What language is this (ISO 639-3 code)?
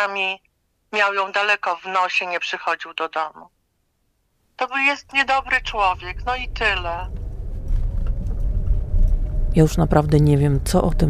pol